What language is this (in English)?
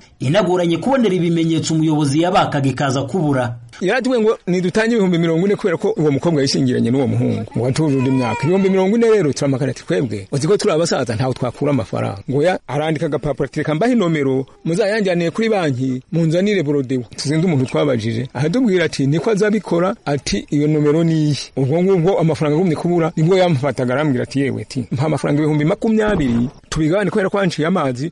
Kinyarwanda